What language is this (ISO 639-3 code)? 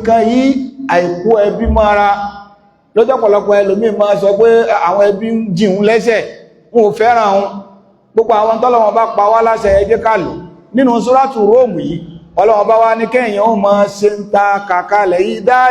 yor